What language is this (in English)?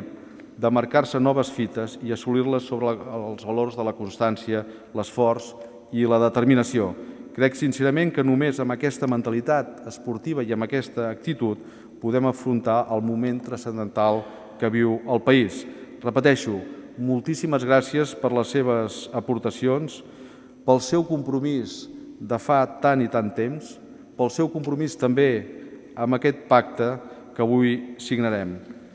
Catalan